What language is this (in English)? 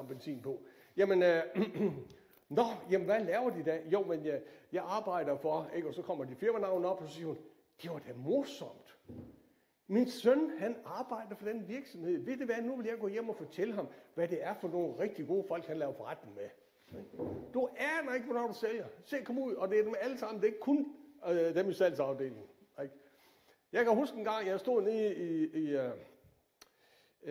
Danish